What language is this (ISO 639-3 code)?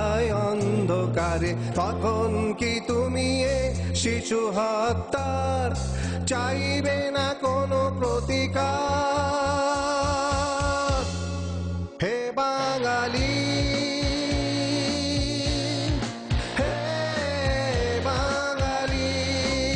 ben